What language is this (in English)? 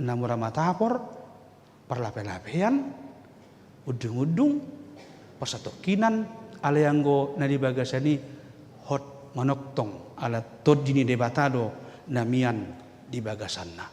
Batak Toba